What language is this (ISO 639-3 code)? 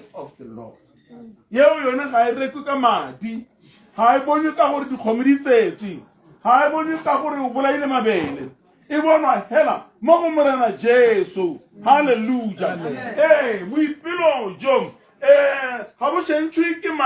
tsn